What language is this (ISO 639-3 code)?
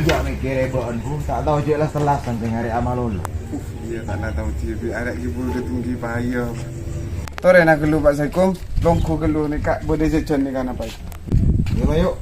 mad